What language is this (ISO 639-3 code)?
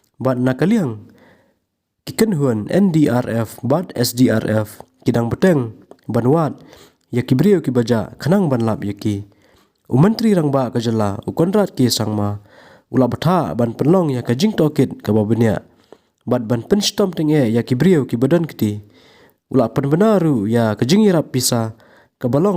kha